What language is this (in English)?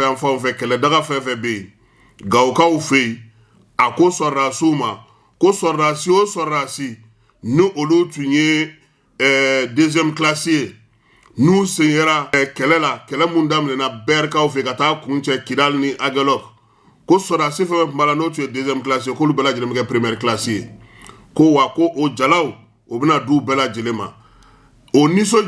Bambara